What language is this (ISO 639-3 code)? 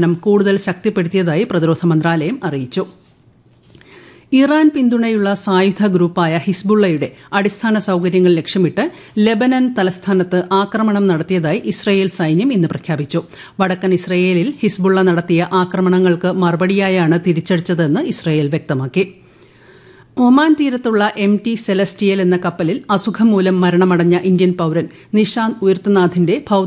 mal